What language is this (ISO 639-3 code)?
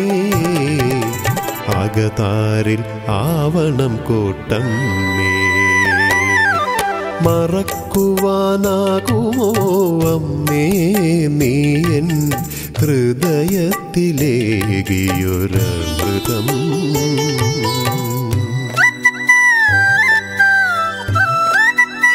mal